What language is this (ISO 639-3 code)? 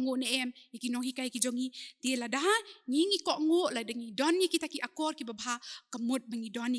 kha